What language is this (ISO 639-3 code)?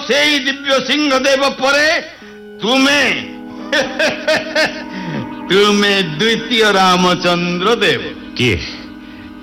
ori